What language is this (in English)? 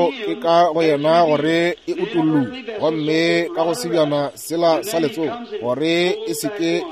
Northern Sotho